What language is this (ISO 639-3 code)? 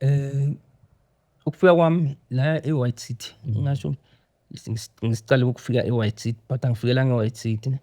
zul